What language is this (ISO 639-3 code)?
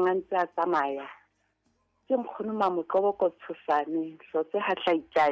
sot